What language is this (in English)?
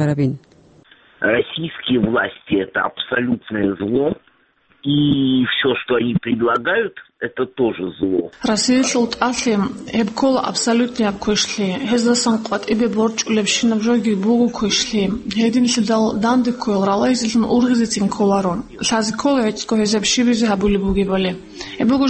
Avaric